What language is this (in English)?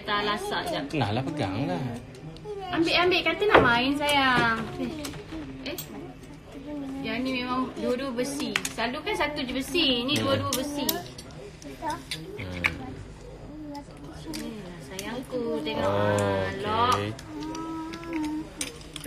Malay